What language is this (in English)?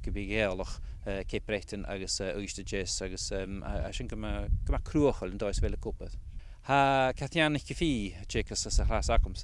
Scottish Gaelic